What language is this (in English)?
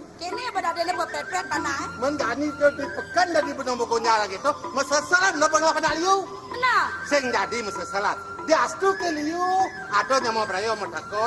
Balinese